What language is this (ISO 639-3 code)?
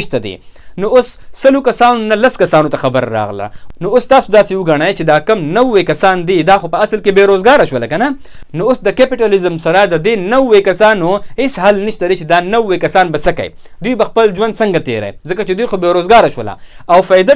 pus